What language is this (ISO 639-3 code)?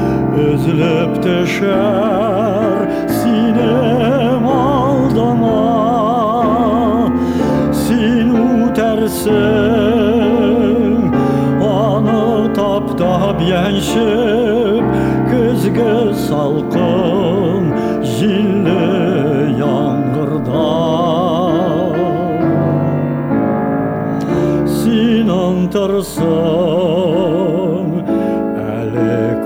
tat